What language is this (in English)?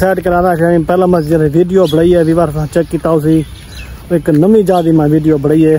Saraiki